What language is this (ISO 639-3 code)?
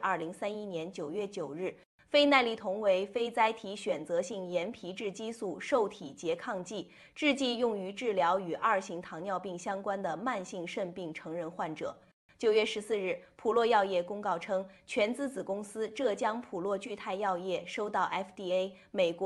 zho